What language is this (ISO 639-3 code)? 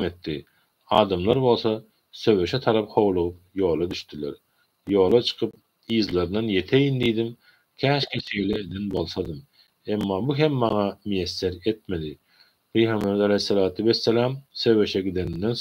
tuk